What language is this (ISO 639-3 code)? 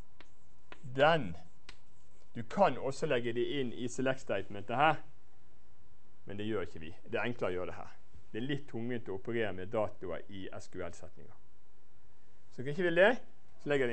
nor